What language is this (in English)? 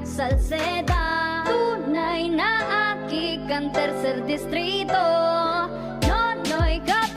Bikol